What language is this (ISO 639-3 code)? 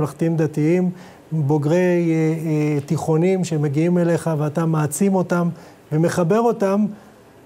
heb